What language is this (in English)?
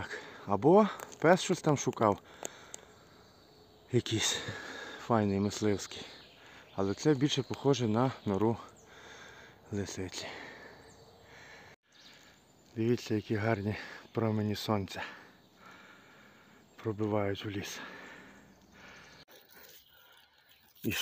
Ukrainian